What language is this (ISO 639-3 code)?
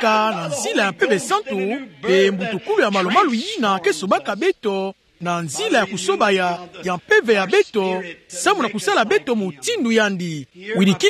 ktu